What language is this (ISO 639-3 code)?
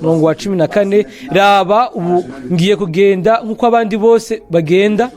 run